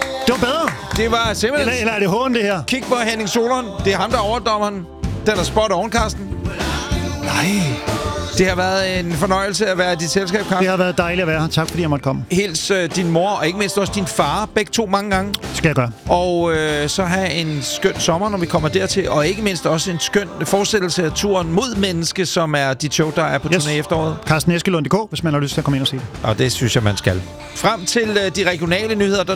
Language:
Danish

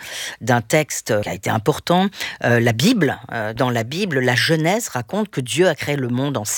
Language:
French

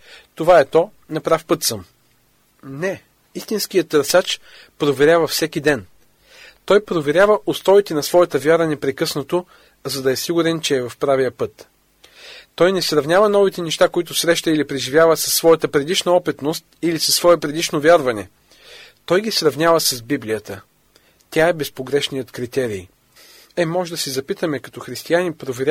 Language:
Bulgarian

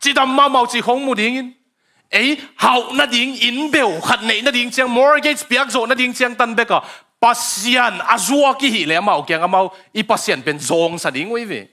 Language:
Tedim Chin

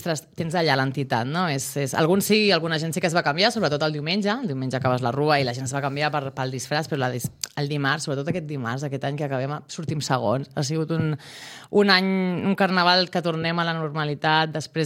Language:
Catalan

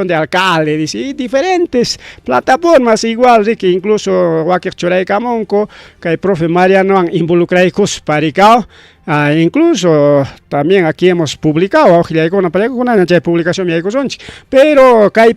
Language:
Ayacucho Quechua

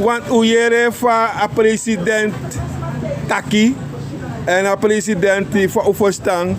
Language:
Sranan Tongo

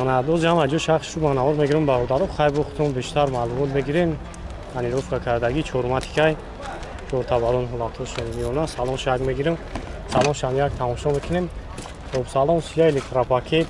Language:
Tajik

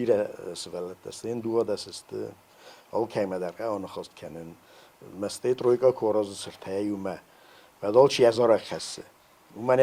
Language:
Ossetic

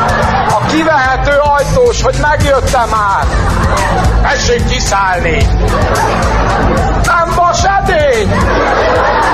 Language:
Hungarian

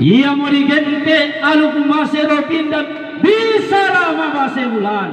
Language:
Toraja-Sa'dan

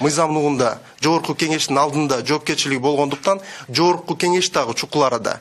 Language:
Kyrgyz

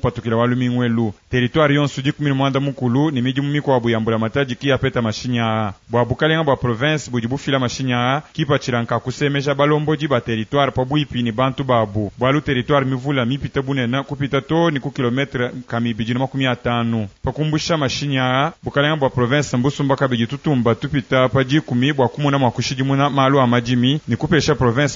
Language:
Luba-Lulua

